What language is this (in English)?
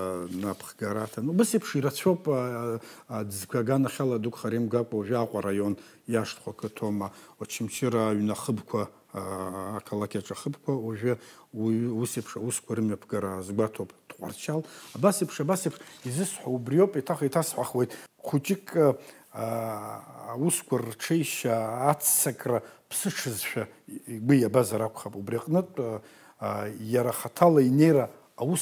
Abkhazian